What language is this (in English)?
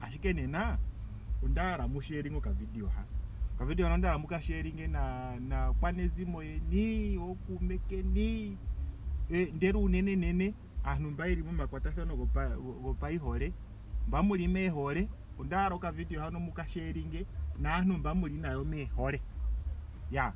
Ndonga